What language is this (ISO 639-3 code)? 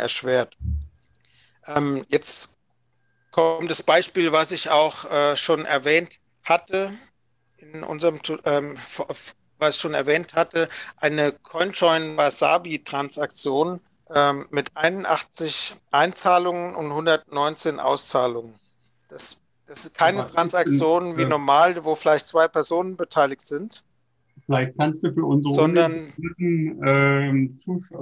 deu